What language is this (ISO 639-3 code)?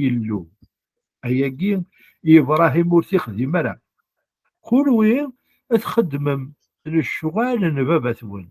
kab